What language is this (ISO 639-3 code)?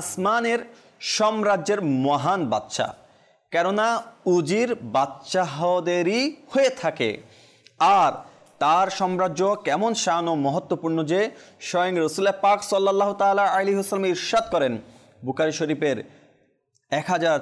ben